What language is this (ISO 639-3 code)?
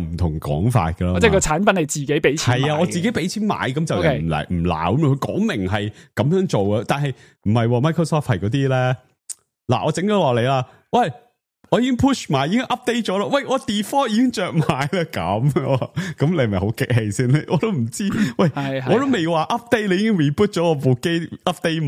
yue